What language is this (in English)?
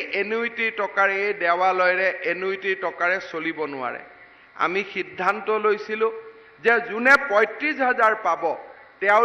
Assamese